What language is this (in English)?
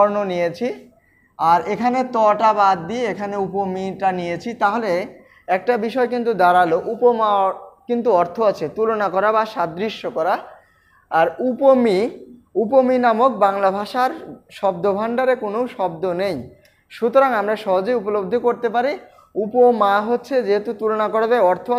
Bangla